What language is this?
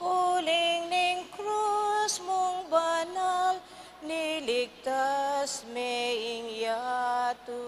Pampanga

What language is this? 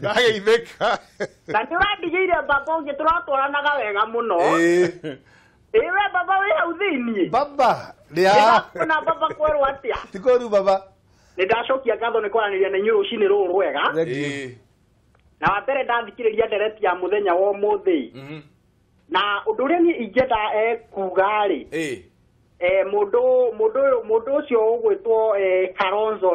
Kikuyu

